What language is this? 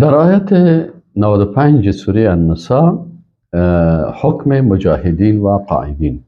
Persian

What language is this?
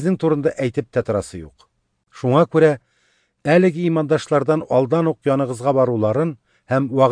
Tatar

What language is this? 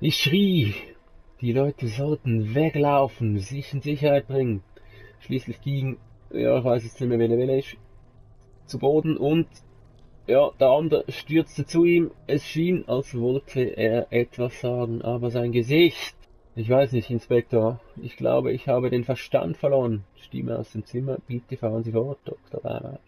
Swiss German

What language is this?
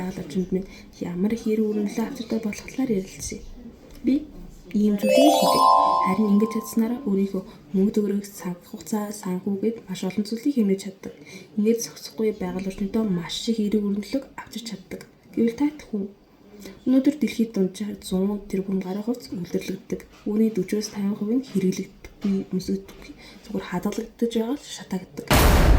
Mongolian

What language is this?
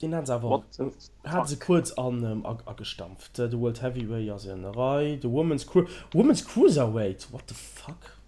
Luxembourgish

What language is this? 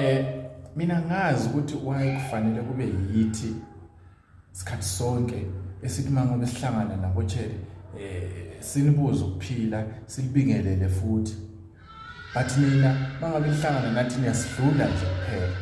Zulu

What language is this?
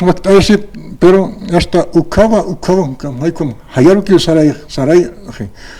Aymara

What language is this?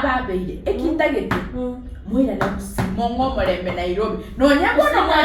Gusii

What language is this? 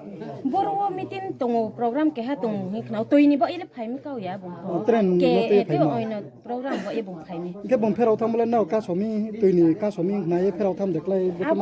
Riang (India)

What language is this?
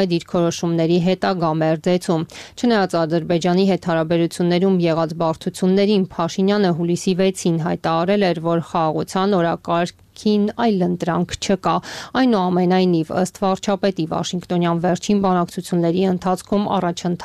Armenian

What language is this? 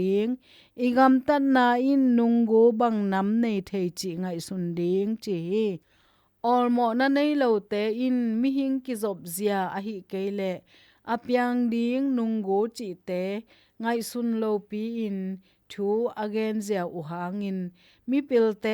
Tedim Chin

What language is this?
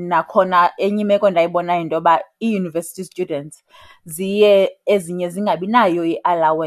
Xhosa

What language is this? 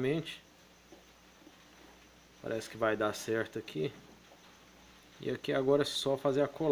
Portuguese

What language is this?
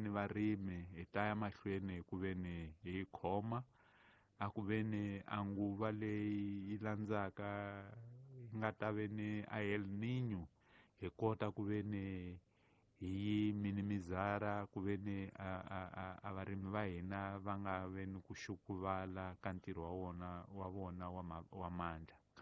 Tsonga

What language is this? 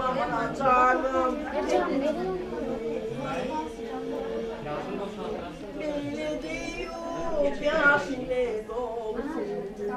Turkish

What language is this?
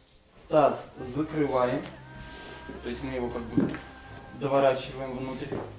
Russian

